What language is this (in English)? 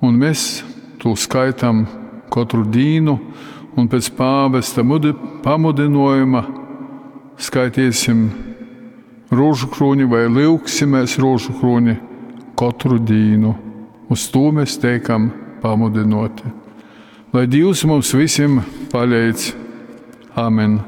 Latgalian